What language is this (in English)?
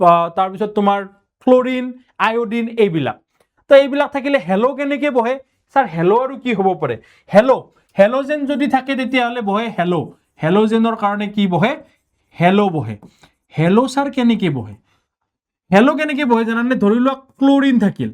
Assamese